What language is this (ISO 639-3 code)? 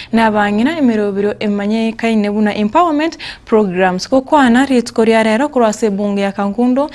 guz